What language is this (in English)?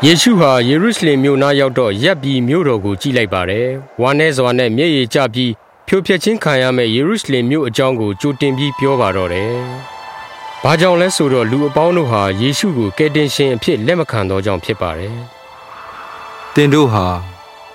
Burmese